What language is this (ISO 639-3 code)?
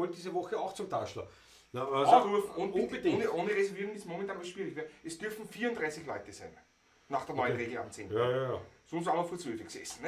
bar